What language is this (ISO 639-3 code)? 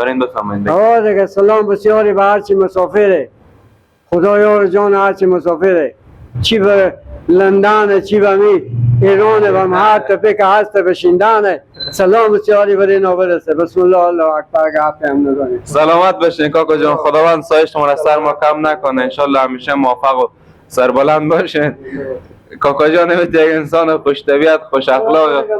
fas